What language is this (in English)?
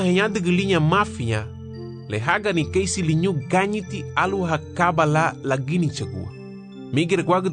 Garifuna